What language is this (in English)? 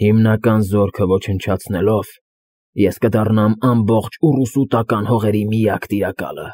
Armenian